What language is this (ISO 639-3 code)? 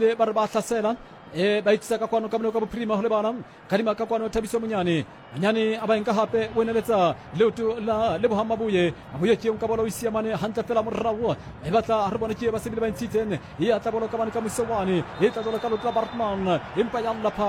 sot